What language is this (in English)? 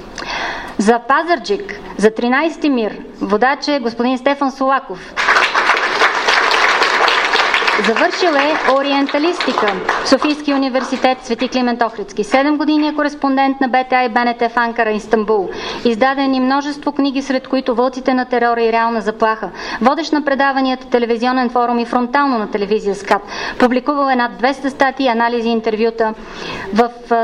Bulgarian